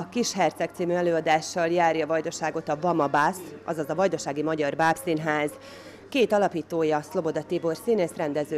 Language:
Hungarian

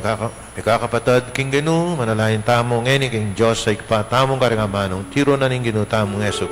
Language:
Pampanga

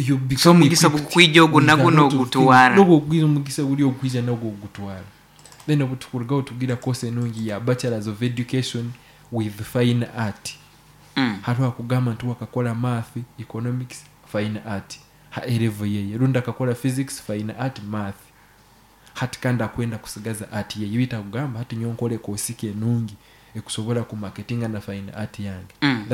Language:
Nyoro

